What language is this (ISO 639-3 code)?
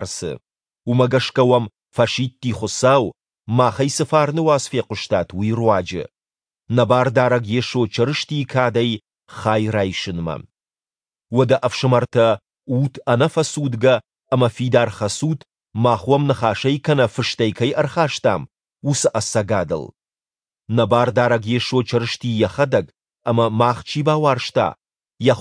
oss